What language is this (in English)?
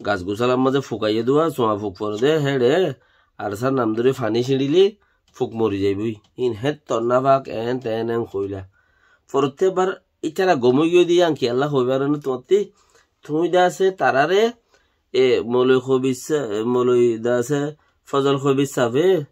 Rohingya